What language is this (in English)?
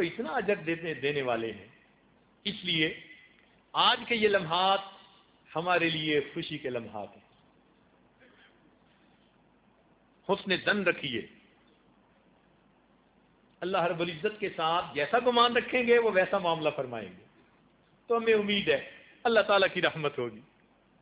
Urdu